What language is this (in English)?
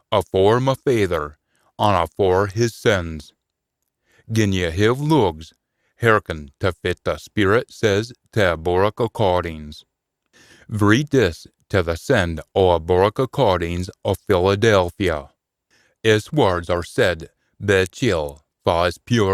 Scots